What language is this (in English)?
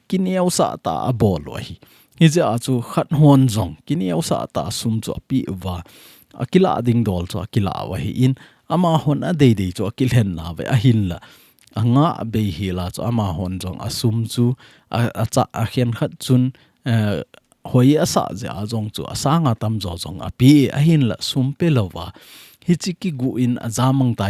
Thado Chin